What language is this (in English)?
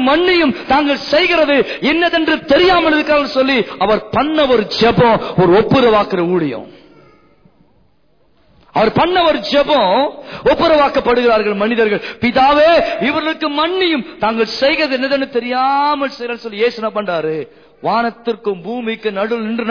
Tamil